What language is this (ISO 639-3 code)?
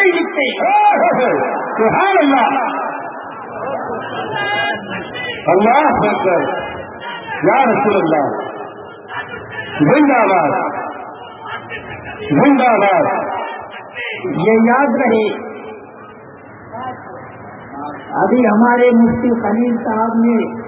urd